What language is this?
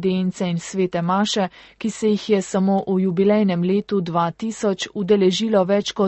Slovenian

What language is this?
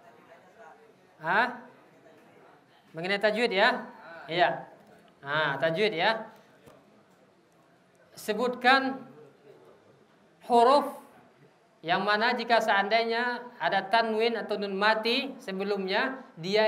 Indonesian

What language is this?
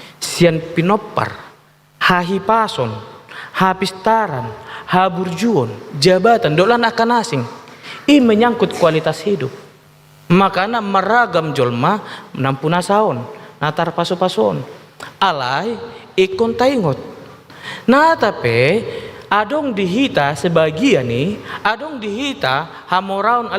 Batak Toba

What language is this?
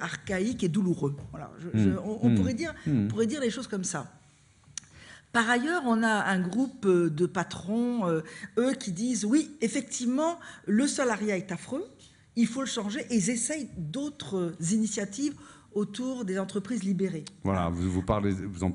French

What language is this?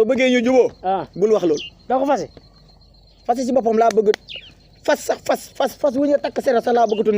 Wolof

